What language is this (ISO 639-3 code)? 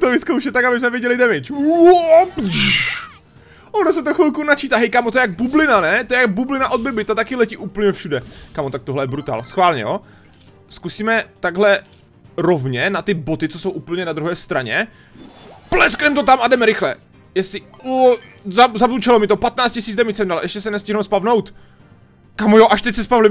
ces